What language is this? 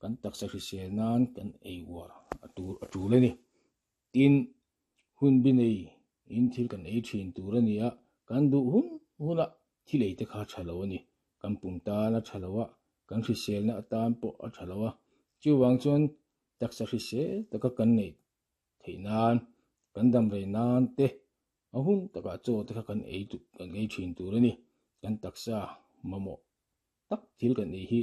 Mizo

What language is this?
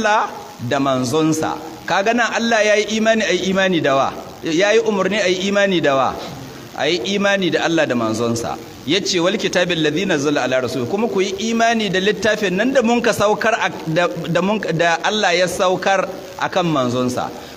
Hausa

